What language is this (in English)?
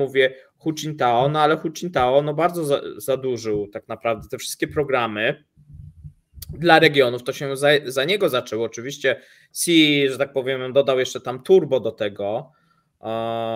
Polish